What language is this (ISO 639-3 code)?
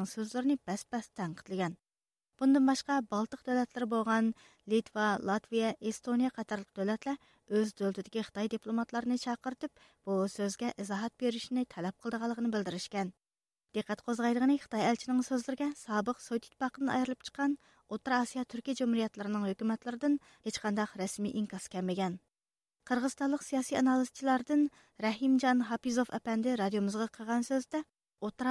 uig